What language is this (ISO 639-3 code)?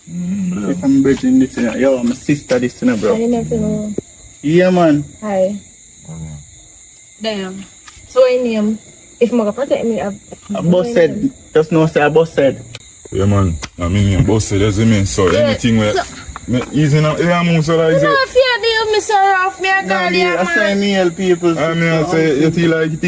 jam